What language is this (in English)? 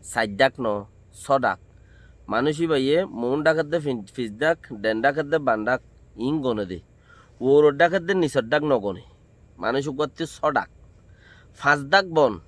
Rohingya